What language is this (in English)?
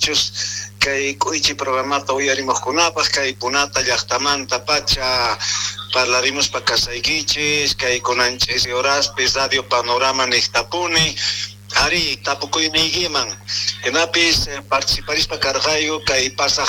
South Bolivian Quechua